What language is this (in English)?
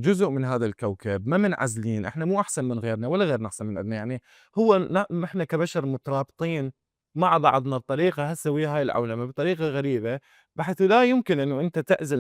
Mesopotamian Arabic